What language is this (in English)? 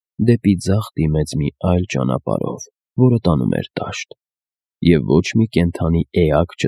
Armenian